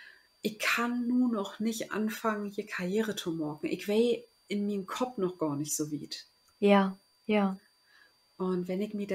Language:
Low German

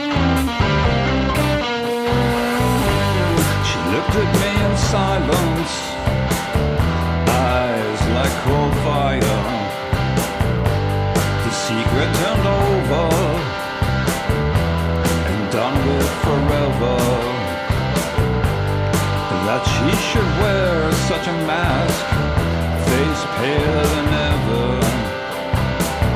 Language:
English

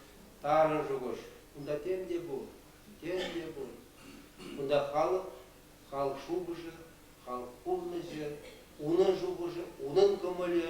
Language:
Chuvash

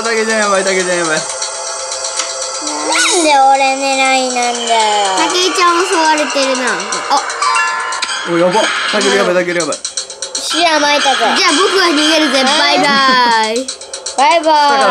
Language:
Japanese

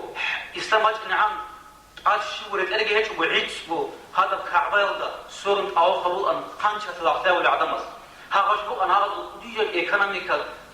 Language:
Avaric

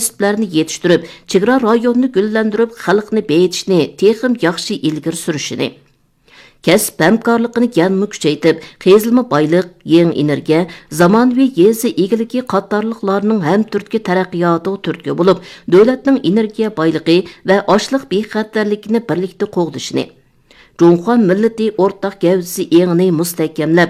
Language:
Uyghur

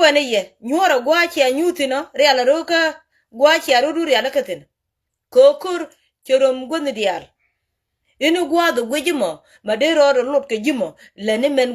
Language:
Nuer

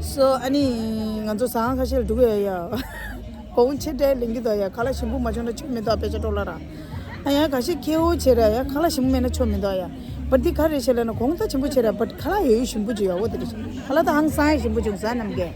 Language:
Tibetan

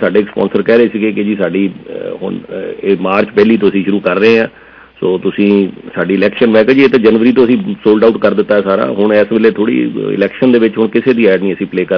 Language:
Punjabi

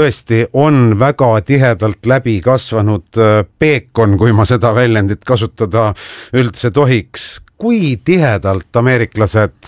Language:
Estonian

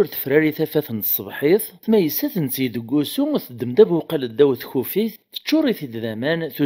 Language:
Kabyle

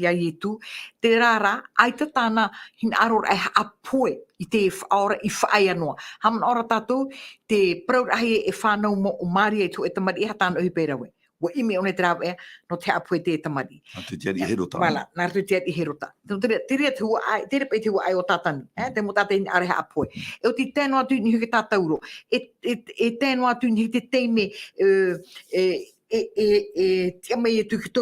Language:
Tahitian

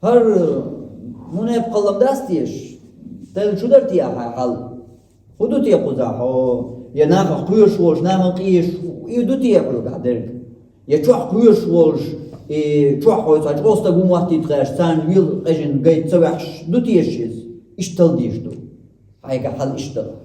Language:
Chechen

